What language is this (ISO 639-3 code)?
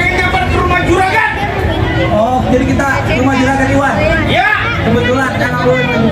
bew